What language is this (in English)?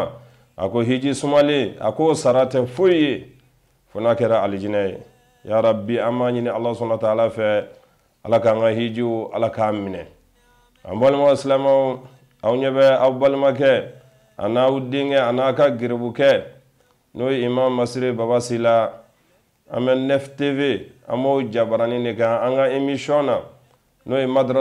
Bambara